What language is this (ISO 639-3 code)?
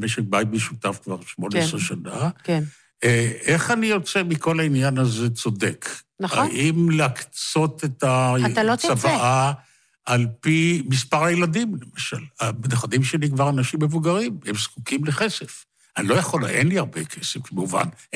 heb